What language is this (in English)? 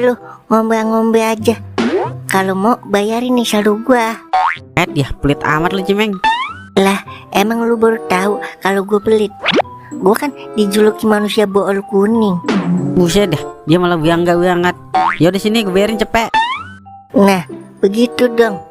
Betawi